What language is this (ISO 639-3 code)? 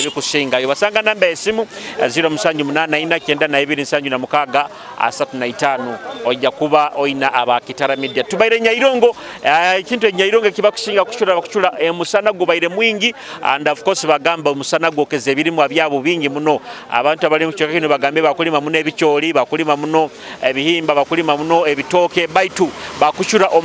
nyo